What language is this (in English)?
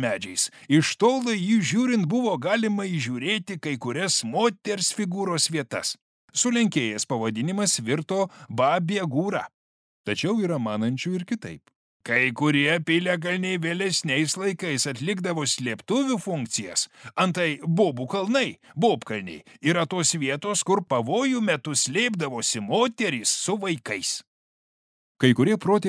Lithuanian